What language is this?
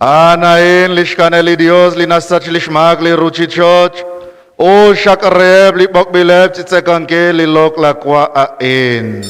Kekchí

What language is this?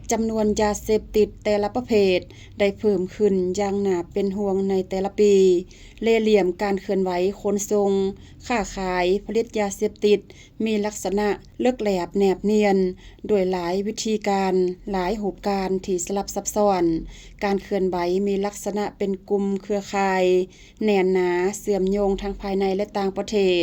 Lao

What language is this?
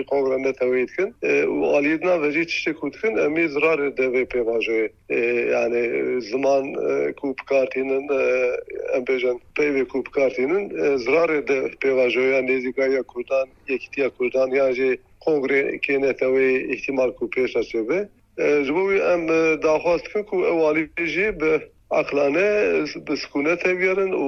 Kurdish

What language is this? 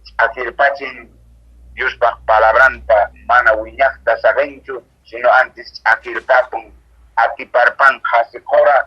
Quechua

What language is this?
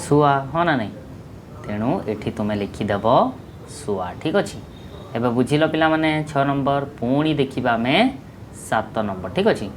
Odia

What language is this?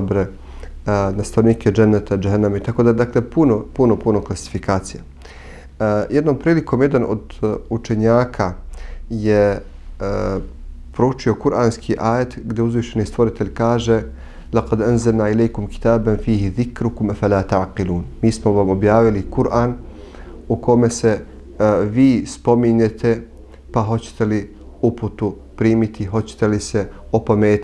Bosnian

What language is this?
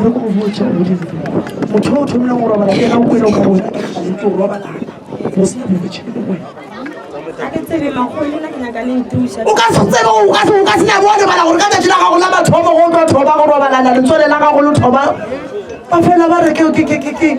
Northern Sotho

